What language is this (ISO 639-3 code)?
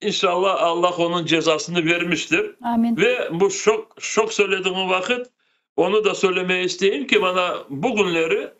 crh